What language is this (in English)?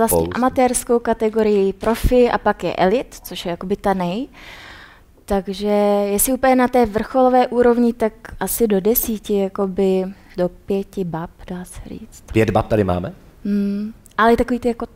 Czech